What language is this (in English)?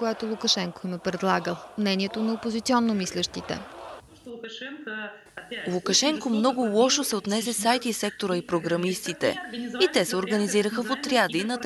Bulgarian